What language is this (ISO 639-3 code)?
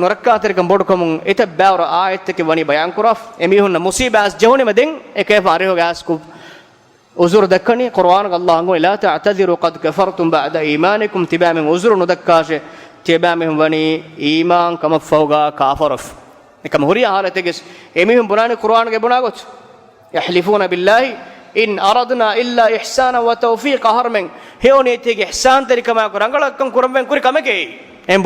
div